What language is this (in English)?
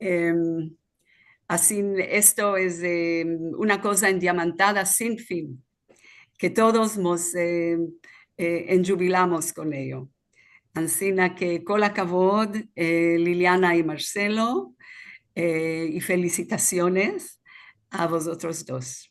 Ladino